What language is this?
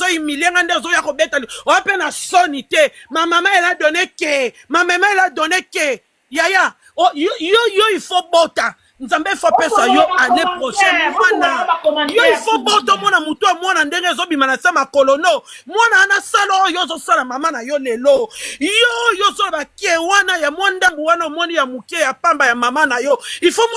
Lingala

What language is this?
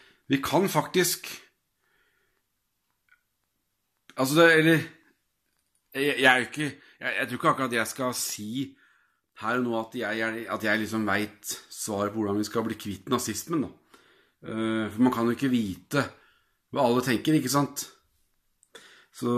Norwegian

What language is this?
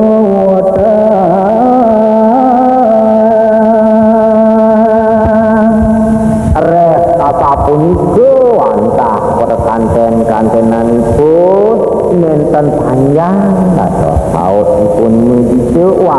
Balinese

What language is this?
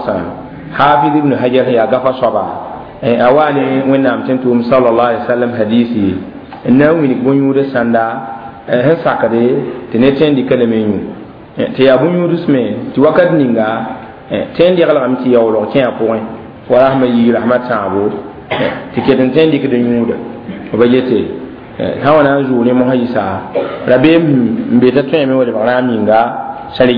Mossi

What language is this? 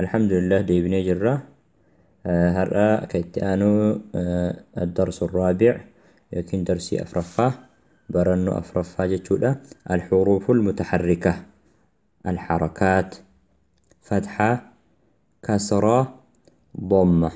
Oromo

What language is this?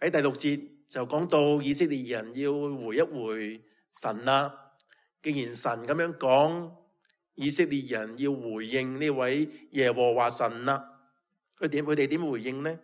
Cantonese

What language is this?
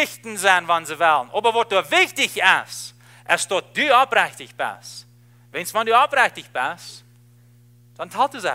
Plautdietsch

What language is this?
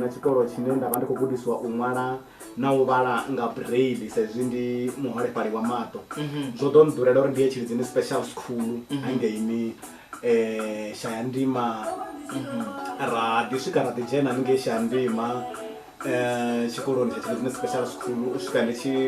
Venda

